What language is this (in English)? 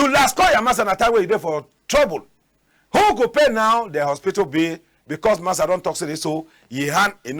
Cameroon Pidgin